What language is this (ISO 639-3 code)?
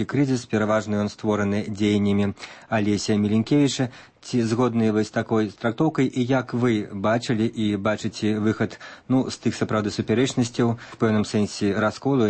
bel